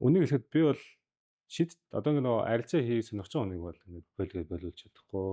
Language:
Mongolian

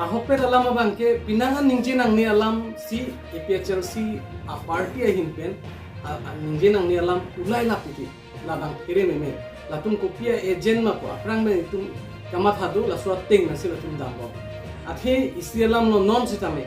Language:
Karbi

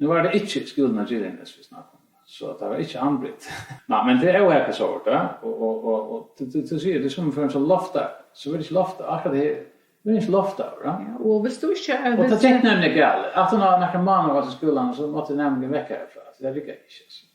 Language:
Faroese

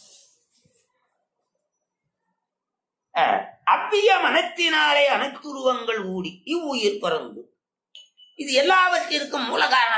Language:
Tamil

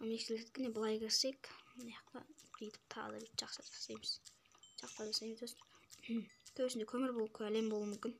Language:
Kazakh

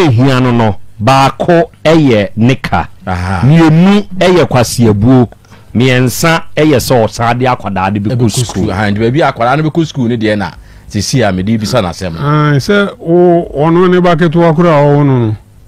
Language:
Akan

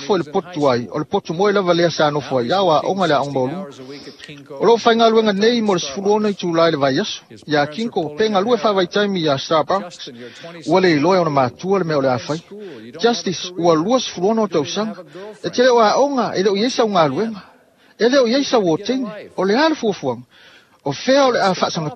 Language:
Samoan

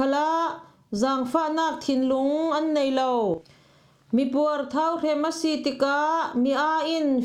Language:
Falam Chin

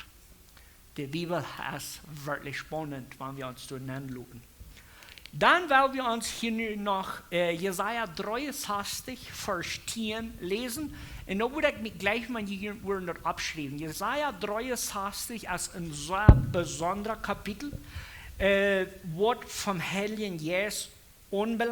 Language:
Plautdietsch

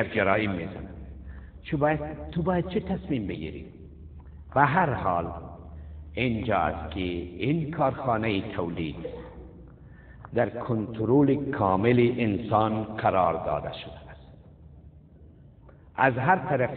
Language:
Persian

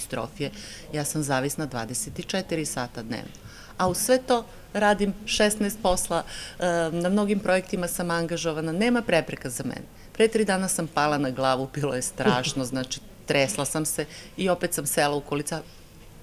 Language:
Serbian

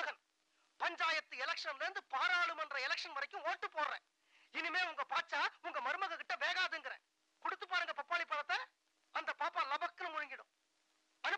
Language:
Tamil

